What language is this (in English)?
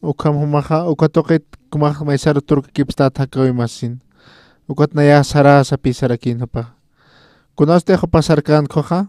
Aymara